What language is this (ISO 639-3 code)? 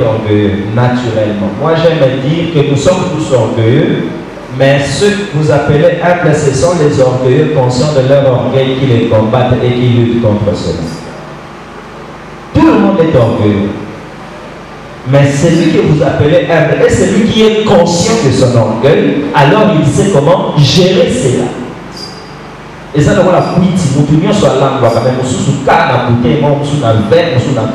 fra